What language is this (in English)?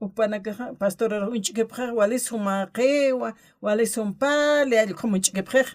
Aymara